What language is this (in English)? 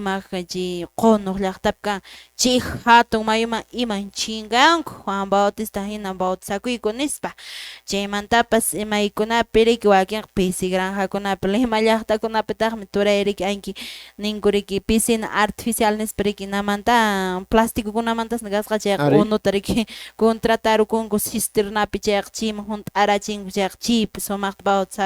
Quechua